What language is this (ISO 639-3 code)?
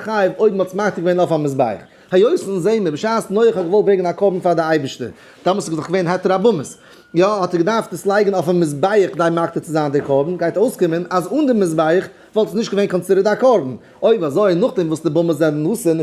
yid